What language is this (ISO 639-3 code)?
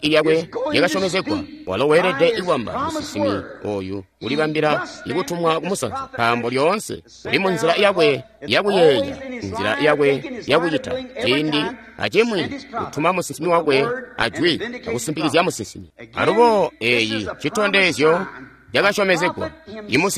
toi